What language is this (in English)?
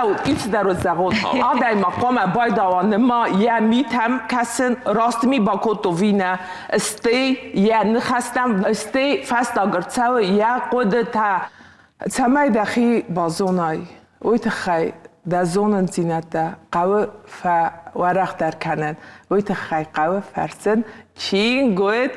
Ossetic